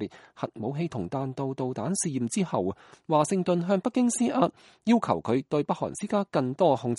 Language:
Cantonese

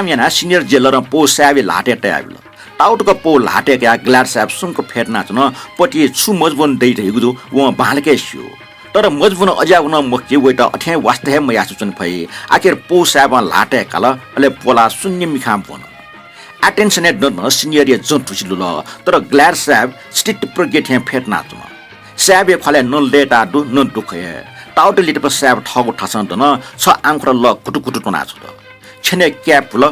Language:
Newari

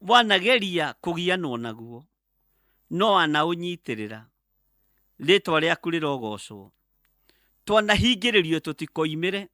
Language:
Kikuyu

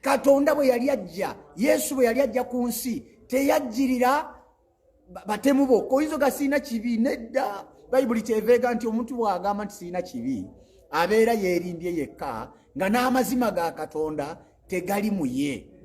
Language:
Ganda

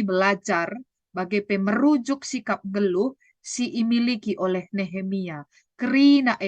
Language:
Batak Karo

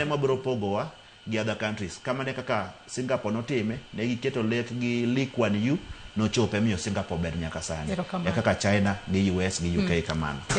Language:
Luo (Kenya and Tanzania)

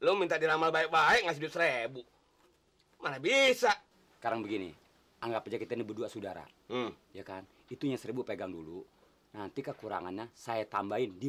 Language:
Indonesian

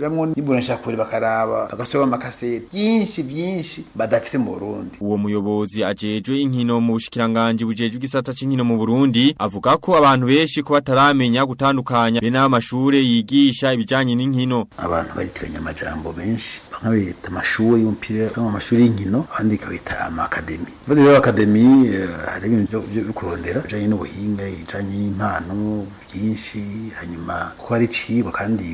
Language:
Rundi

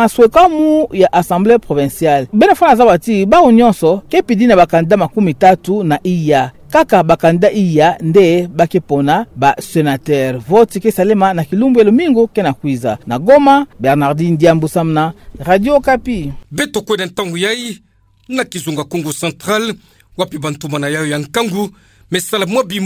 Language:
Kituba (Democratic Republic of Congo)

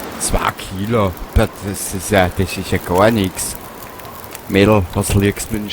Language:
Bavarian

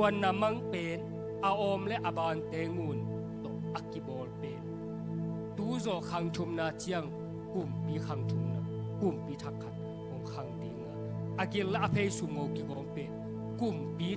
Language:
Tedim Chin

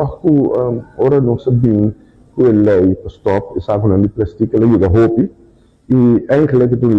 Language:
Papiamento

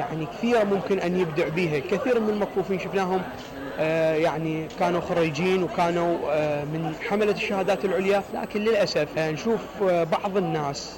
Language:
Mesopotamian Arabic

